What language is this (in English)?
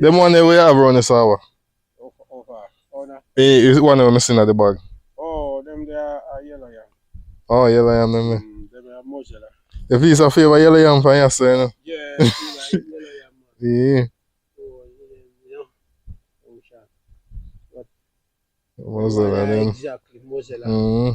Jamaican Creole English